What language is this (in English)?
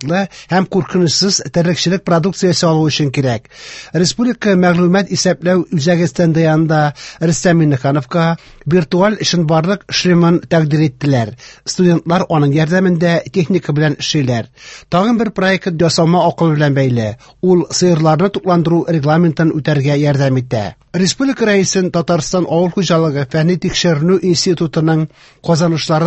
Tatar